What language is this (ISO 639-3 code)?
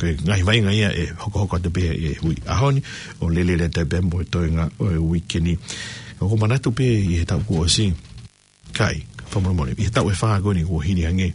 ton